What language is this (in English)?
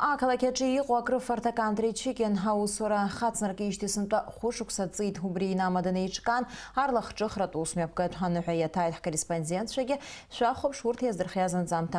Abkhazian